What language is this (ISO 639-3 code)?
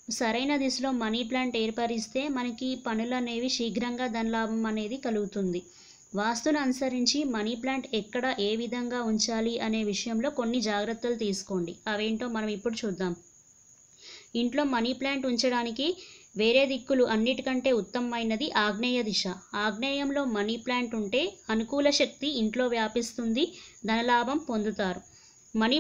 tel